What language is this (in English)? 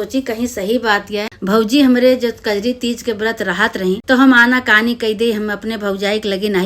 Awadhi